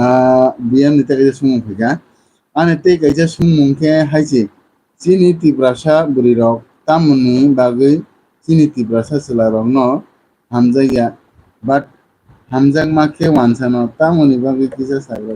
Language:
Kok Borok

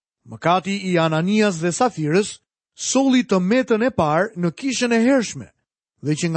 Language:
Albanian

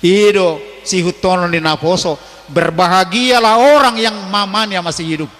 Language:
Batak Toba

